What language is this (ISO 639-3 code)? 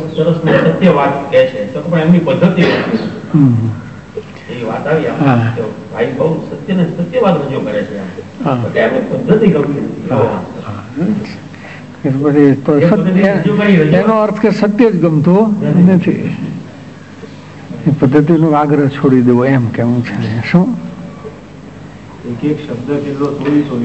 guj